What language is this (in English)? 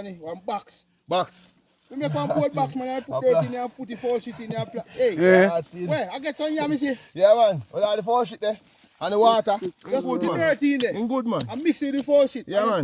Jamaican Creole English